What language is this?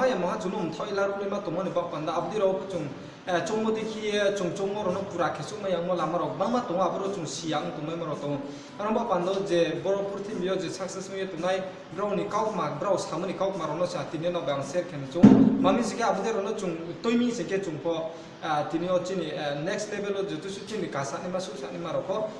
Riang (India)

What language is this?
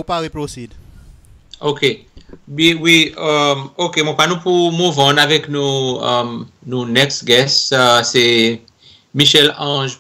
Seselwa Creole French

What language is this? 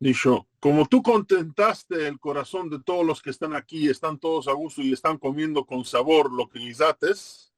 Ladino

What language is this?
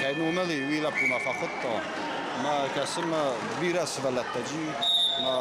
Ossetic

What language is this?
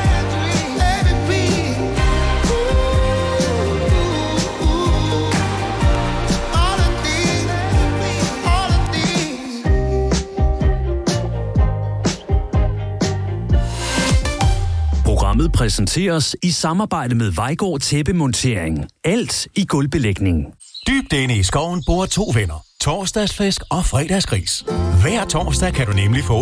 Danish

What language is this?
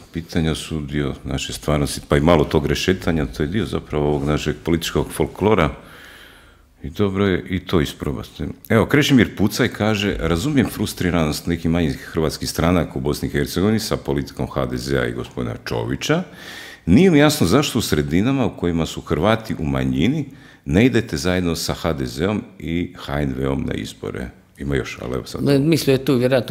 Croatian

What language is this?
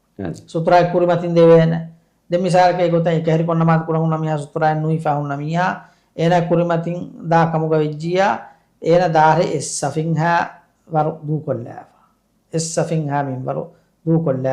Divehi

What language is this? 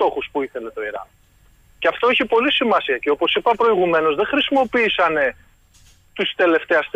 Greek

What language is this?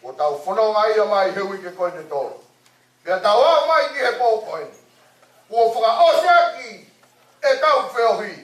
Tongan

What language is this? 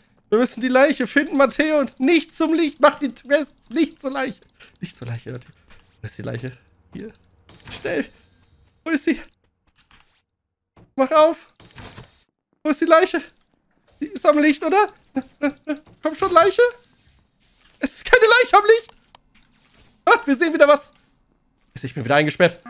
German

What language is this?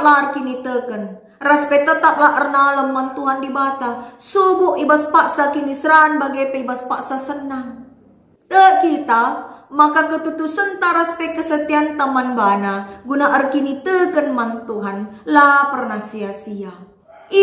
Batak Karo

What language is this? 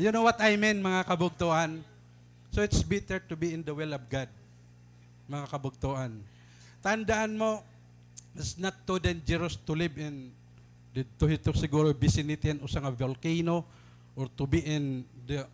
Waray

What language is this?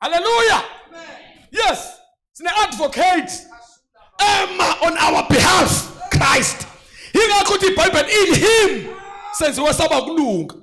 Zulu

